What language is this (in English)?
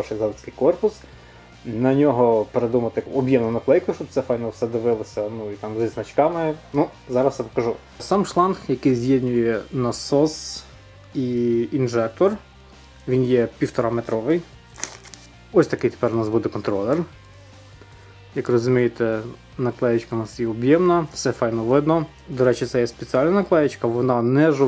Ukrainian